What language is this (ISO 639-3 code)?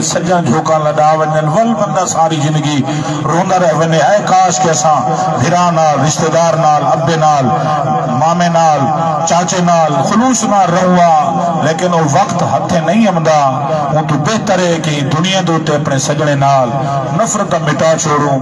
skr